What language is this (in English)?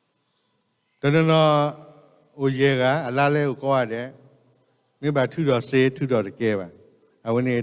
S'gaw Karen